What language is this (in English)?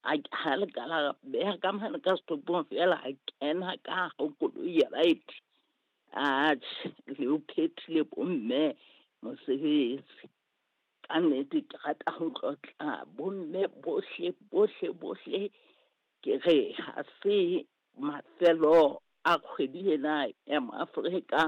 Southern Sotho